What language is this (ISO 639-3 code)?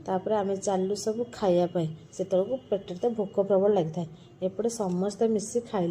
ori